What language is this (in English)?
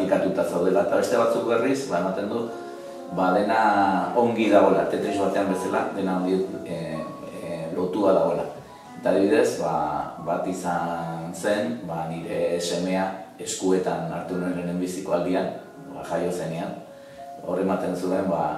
Basque